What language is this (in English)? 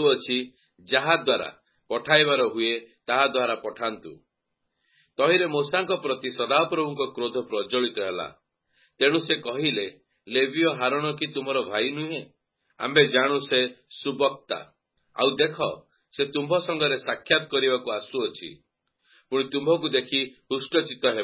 Odia